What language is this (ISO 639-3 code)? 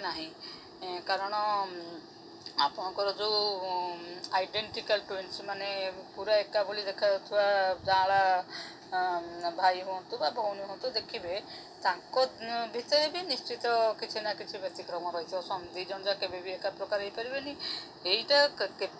ori